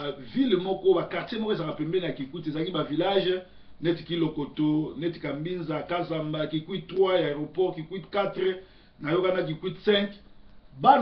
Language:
Lingala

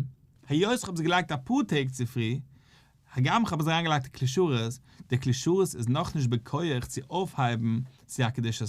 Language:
Yiddish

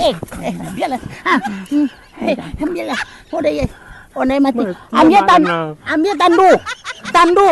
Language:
Minangkabau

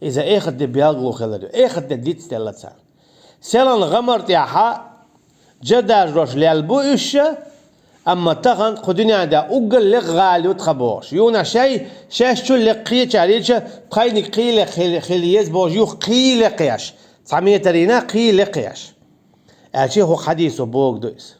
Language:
Chechen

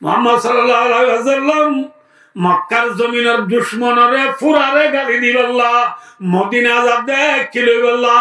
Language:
Rohingya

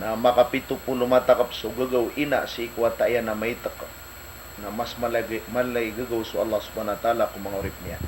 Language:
Maranao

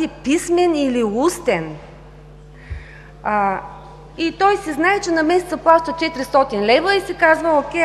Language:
Bulgarian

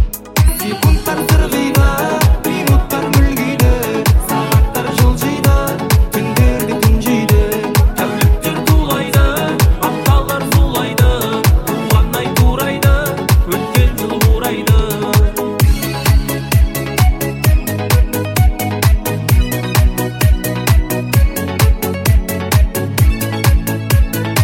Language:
Kazakh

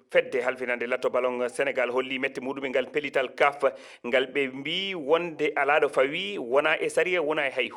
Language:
Fula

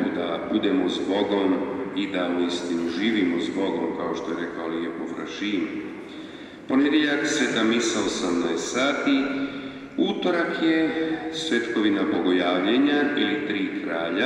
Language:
Croatian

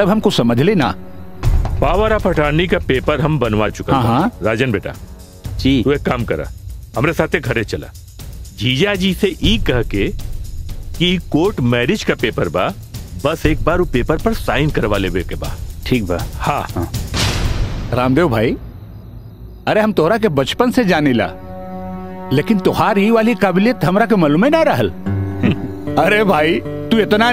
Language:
Bhojpuri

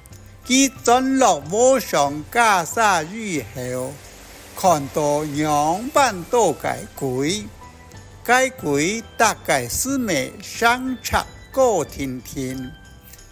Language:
Hakka Chinese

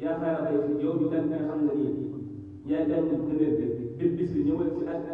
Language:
Wolof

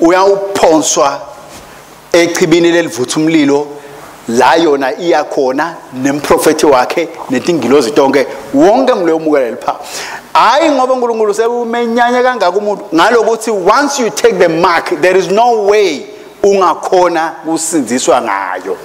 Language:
Swati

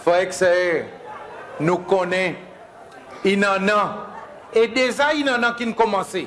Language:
Seselwa Creole French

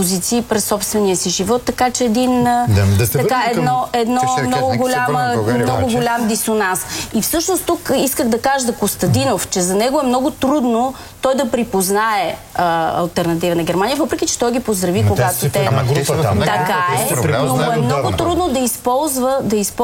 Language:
Bulgarian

